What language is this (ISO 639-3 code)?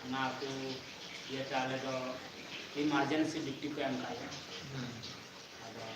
sat